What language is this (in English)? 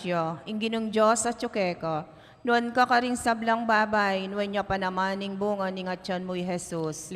Pampanga